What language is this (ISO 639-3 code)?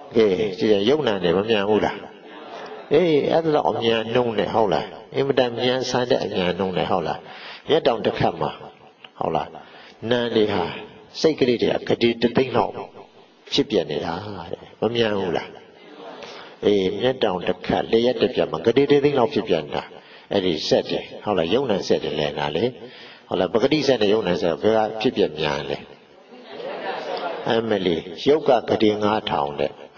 mya